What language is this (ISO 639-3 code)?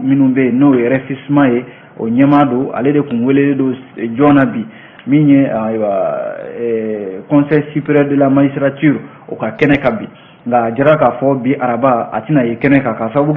bam